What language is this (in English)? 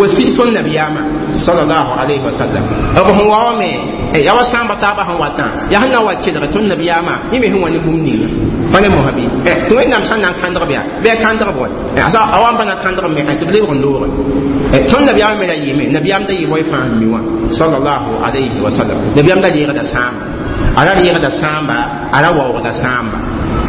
Mossi